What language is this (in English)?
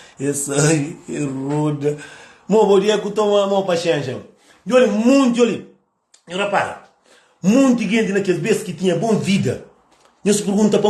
Kabuverdianu